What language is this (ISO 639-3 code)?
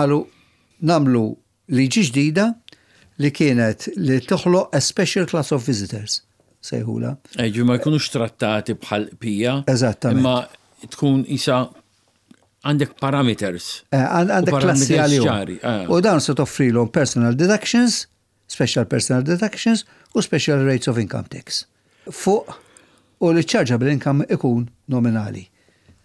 mlt